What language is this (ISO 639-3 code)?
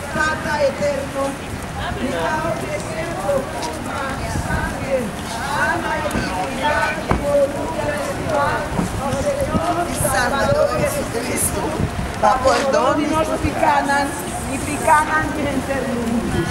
pap